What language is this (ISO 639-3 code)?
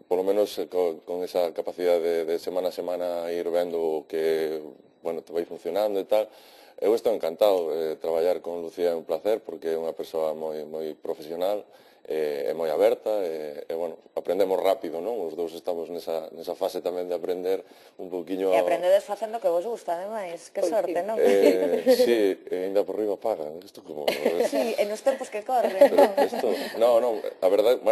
glg